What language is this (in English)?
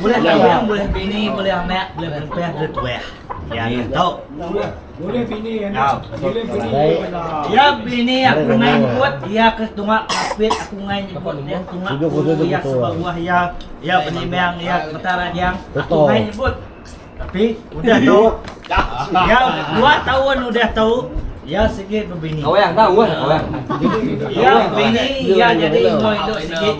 Iban